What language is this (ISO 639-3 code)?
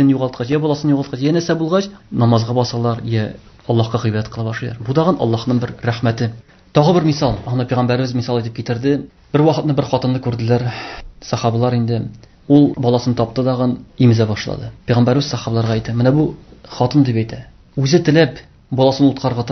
tat